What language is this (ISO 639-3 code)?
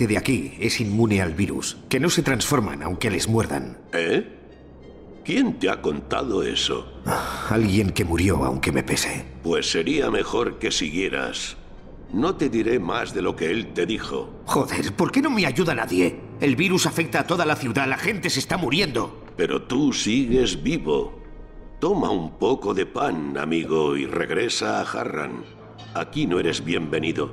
spa